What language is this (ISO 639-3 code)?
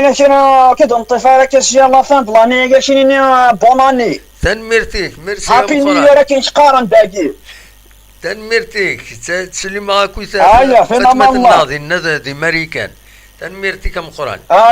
kab